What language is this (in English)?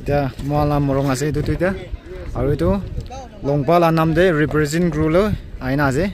Naga Pidgin